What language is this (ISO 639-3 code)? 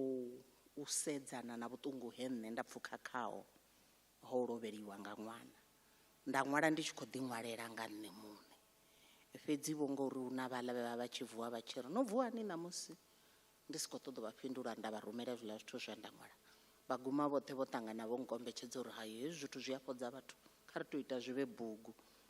ven